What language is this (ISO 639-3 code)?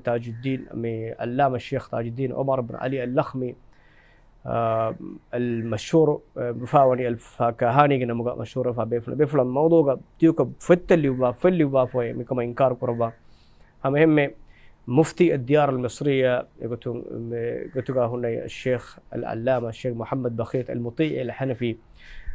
div